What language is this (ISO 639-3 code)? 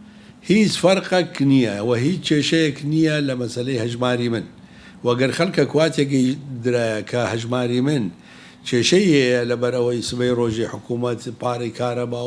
ckb